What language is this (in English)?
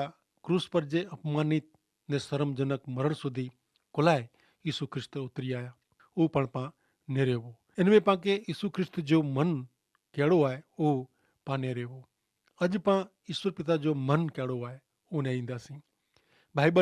Kachhi